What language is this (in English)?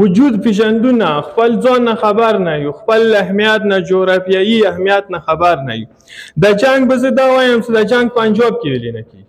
Pashto